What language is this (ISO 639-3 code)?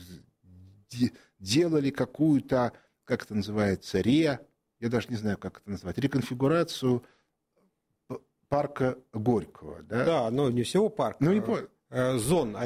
rus